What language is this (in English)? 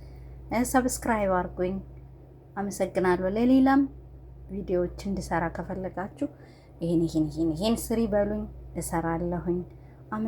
Amharic